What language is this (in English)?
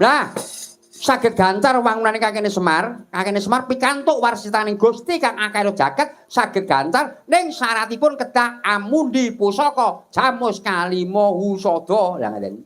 Javanese